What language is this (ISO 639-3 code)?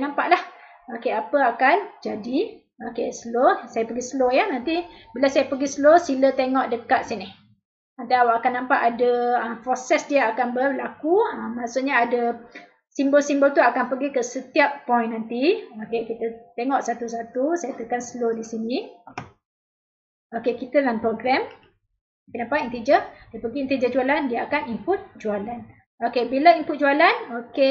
msa